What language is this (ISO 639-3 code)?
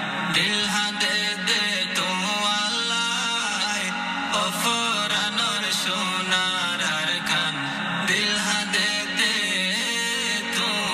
ben